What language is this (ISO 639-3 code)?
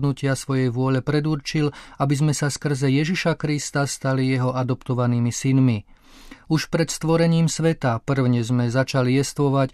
slk